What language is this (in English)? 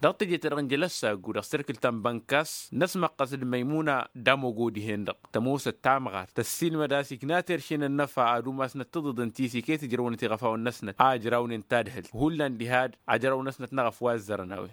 Tamasheq